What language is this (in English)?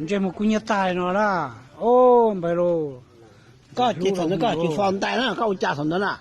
Hmong